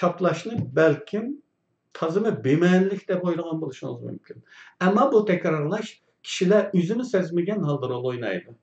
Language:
Uyghur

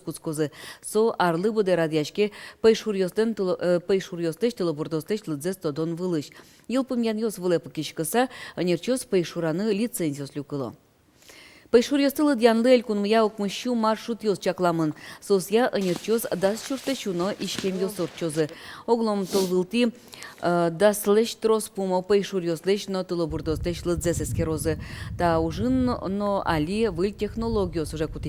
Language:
Udmurt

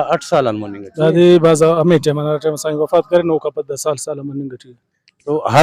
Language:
Brahui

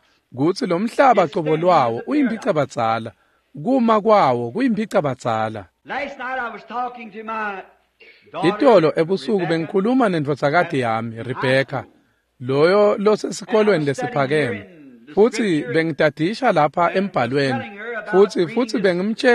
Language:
Swati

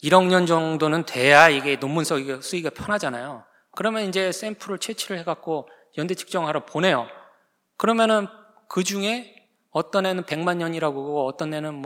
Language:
Korean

